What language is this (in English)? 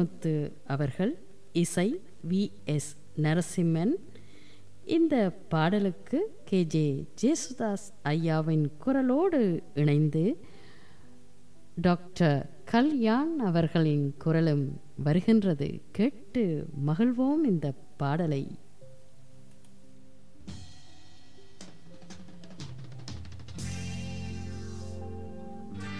Tamil